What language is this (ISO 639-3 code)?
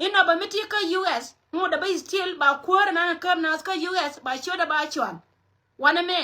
nus